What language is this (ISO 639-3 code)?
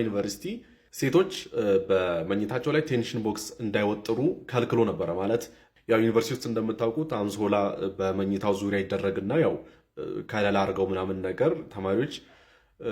amh